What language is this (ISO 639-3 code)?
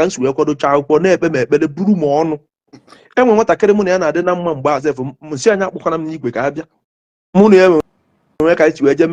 ibo